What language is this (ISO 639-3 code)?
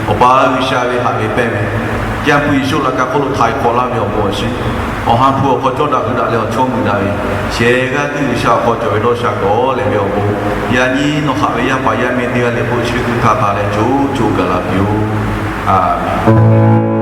lhu